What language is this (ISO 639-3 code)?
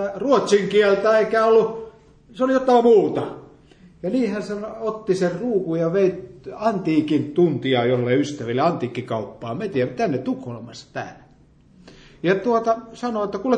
fin